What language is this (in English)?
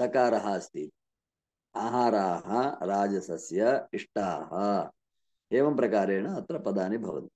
Sanskrit